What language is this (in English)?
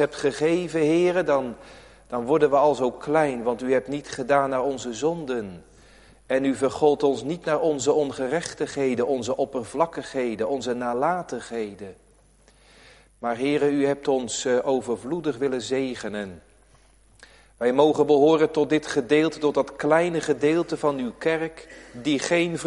Dutch